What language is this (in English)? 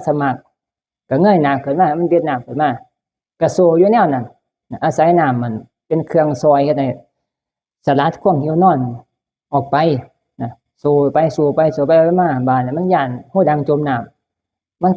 Northeastern Thai